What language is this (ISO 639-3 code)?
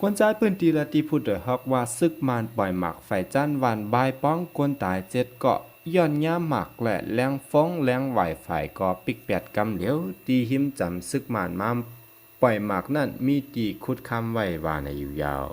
shn